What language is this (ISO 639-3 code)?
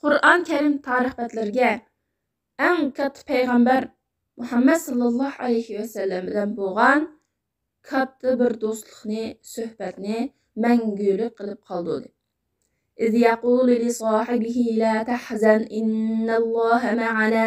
uig